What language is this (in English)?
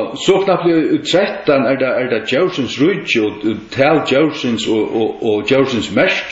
Faroese